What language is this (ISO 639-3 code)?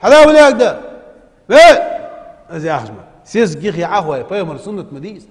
inh